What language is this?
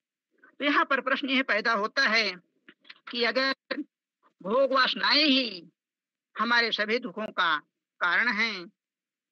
Hindi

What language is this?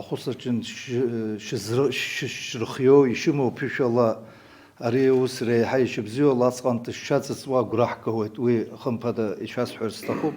Abkhazian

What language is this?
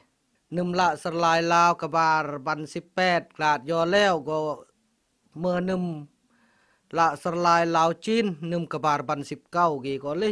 Khmu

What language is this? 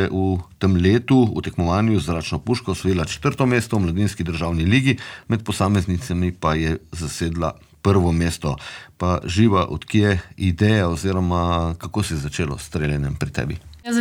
Slovenian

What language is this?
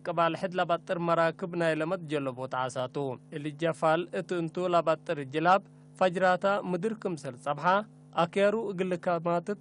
Tigre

